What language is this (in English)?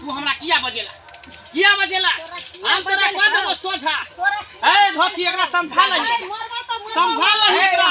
Maithili